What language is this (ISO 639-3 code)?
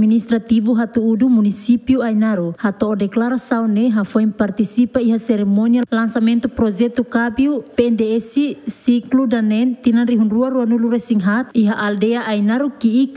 tet